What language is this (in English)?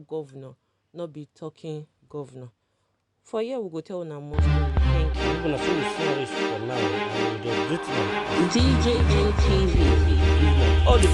Nigerian Pidgin